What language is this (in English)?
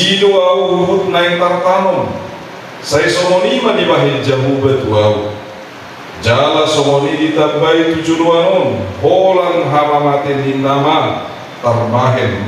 Batak Toba